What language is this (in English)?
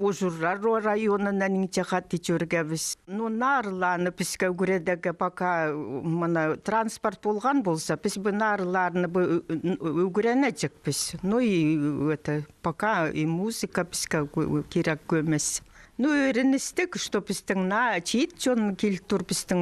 Khakas